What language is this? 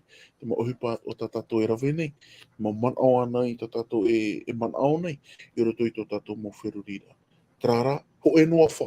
Tahitian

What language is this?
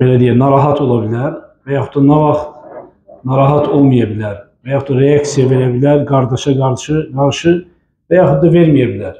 Azerbaijani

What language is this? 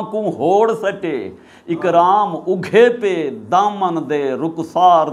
Saraiki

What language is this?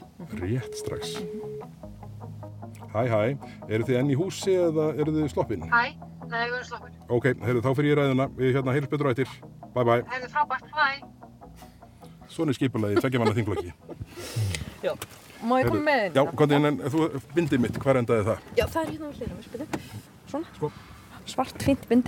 Icelandic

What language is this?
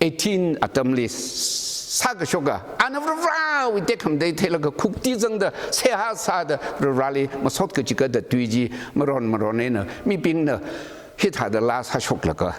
Tangkhul Naga (India)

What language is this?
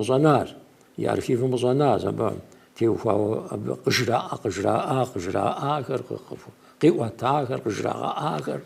Kabardian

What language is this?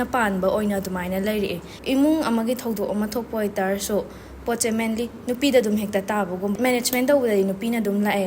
Manipuri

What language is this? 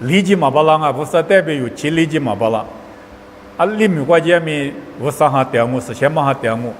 Lisu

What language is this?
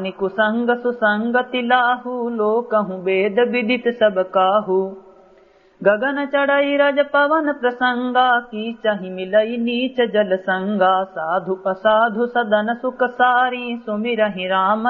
Awadhi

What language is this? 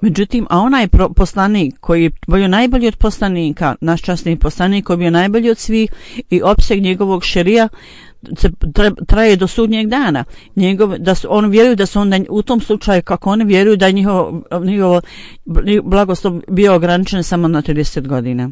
Bosnian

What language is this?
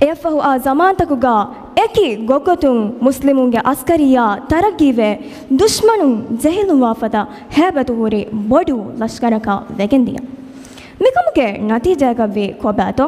Divehi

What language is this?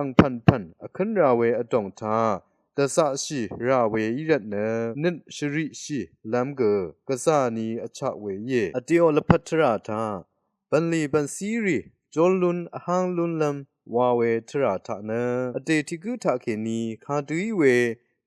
Rawang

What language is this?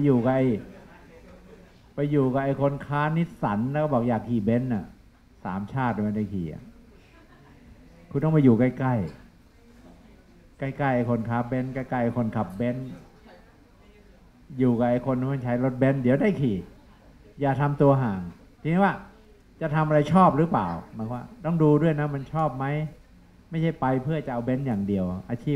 Thai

